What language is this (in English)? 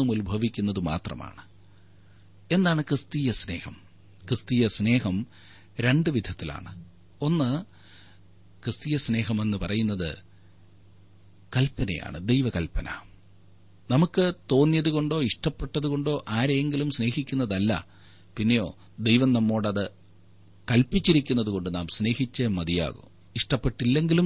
Malayalam